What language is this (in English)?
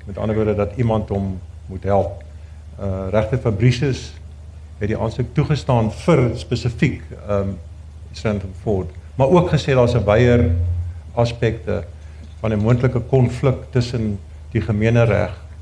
Afrikaans